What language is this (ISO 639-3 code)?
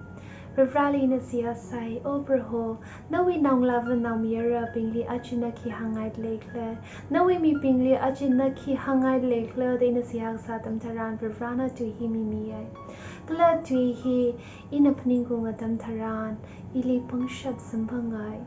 nmf